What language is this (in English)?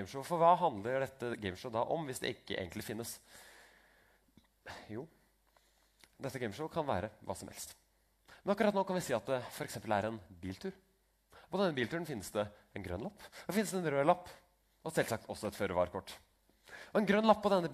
Norwegian